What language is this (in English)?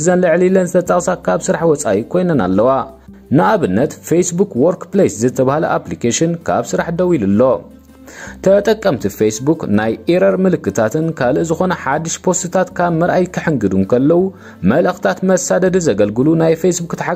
Tigrinya